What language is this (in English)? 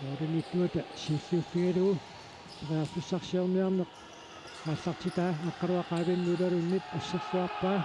Kalaallisut